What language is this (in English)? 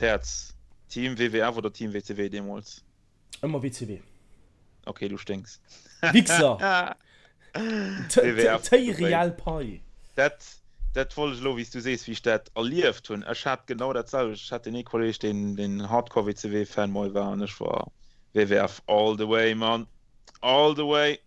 Luxembourgish